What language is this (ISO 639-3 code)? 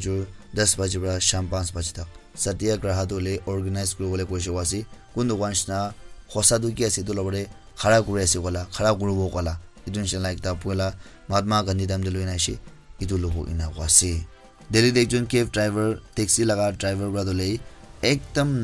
nag